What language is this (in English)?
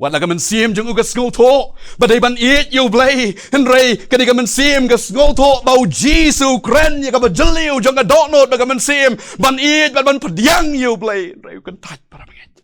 Khasi